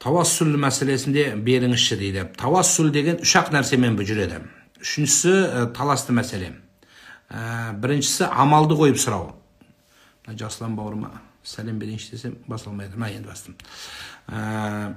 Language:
Kazakh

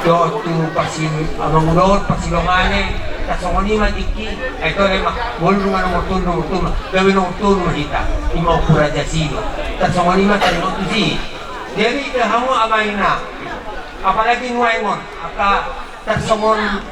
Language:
Batak Toba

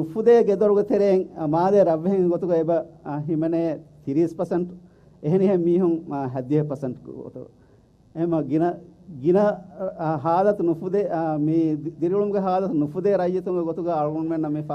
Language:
Divehi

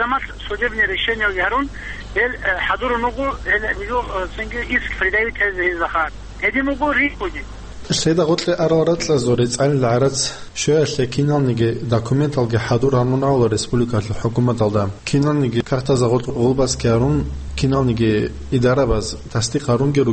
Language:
Avaric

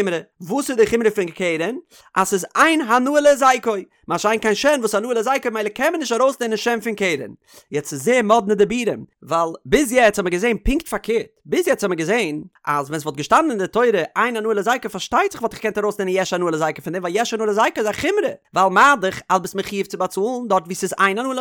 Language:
Yiddish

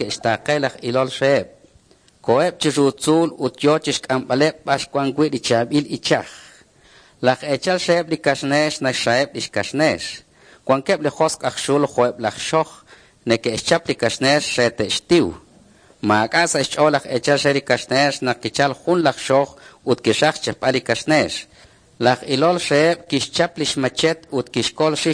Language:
Kekchí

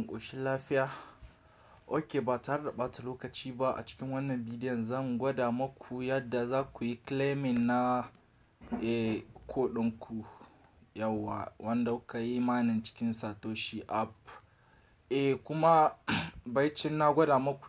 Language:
Hausa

